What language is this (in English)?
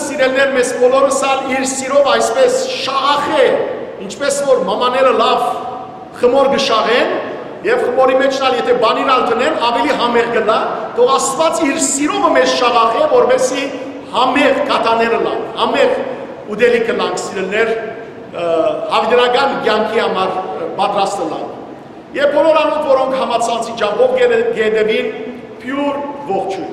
Western Armenian